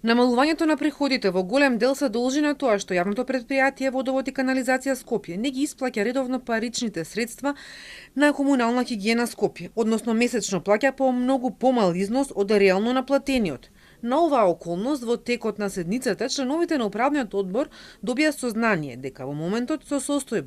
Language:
Macedonian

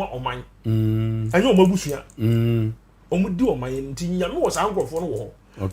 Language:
Akan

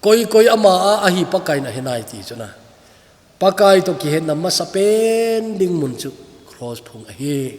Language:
Thado Chin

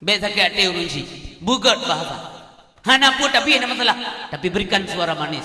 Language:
Achinese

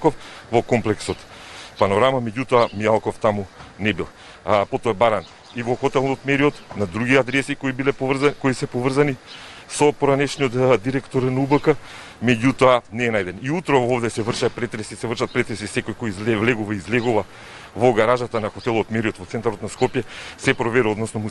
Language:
Macedonian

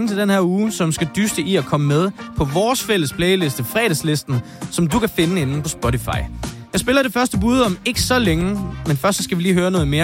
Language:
Danish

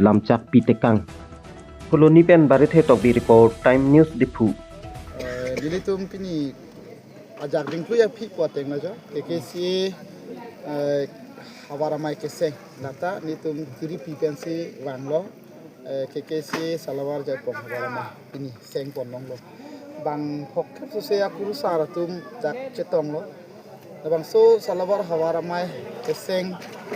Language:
Karbi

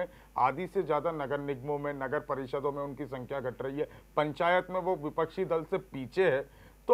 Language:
Hindi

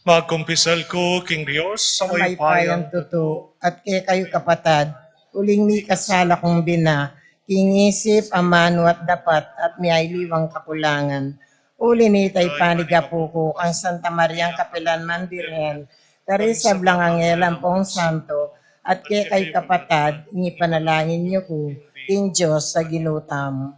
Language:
Pampanga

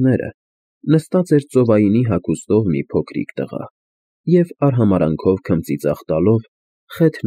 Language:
Armenian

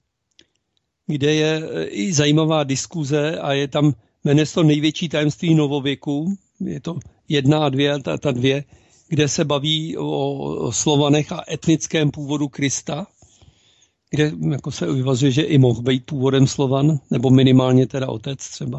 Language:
Czech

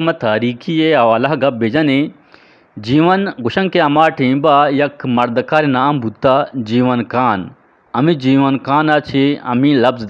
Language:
Eastern Balochi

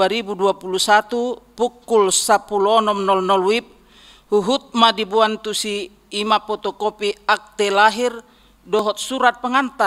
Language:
Batak Toba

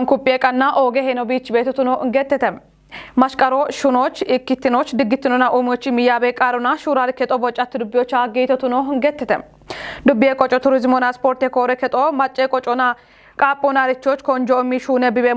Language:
Kafa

